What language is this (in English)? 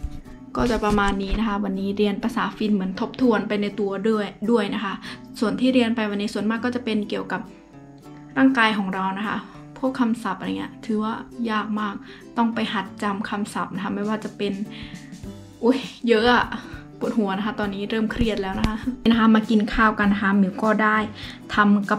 Thai